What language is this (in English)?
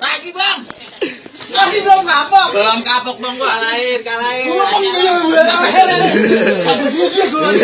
Betawi